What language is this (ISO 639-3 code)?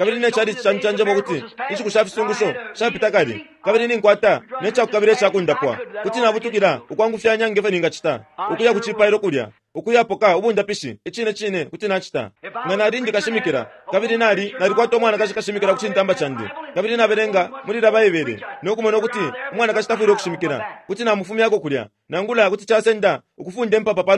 bem